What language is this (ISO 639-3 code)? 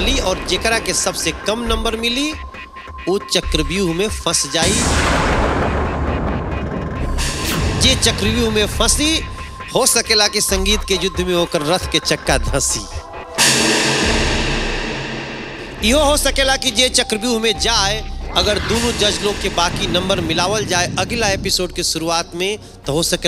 bho